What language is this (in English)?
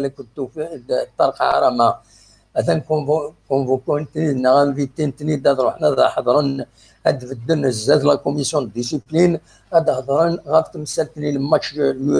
Kabyle